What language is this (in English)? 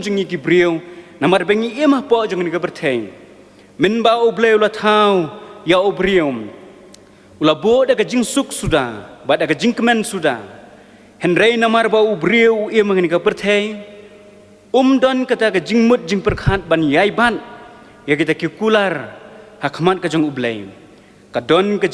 Khasi